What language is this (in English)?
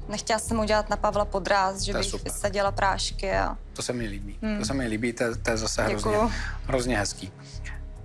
Czech